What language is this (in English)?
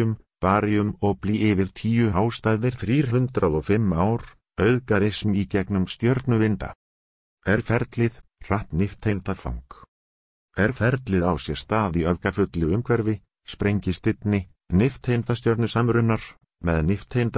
Icelandic